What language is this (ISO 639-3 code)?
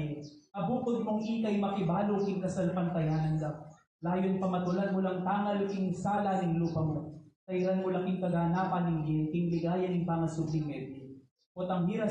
pam